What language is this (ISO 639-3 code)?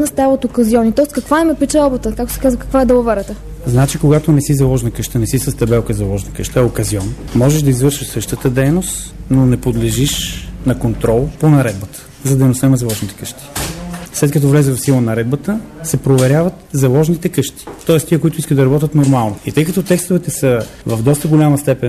bul